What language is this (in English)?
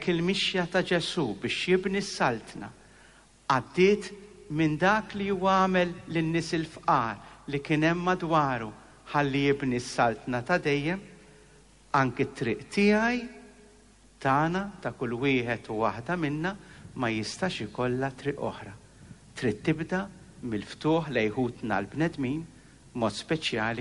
Maltese